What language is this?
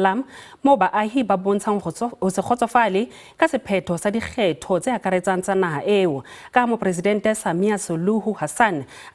Southern Sotho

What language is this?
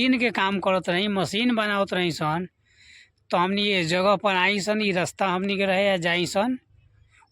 Bhojpuri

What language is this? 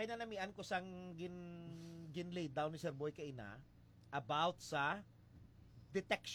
Hiligaynon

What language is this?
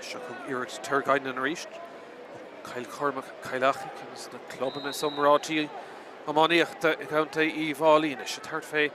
Irish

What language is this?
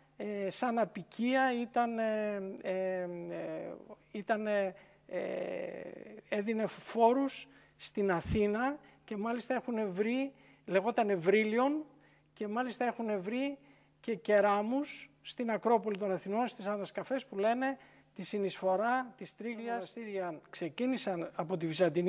Greek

